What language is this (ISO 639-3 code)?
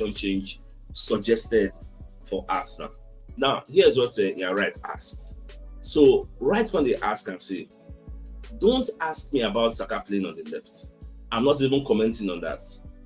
pcm